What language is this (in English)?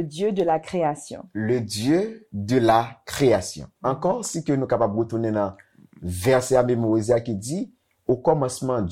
Haitian Creole